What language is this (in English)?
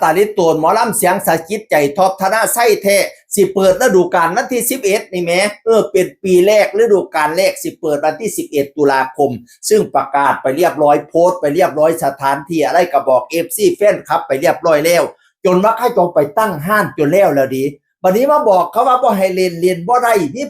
Northeastern Thai